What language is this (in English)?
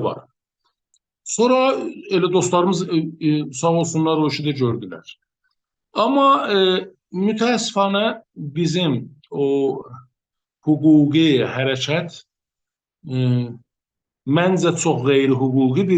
South Azerbaijani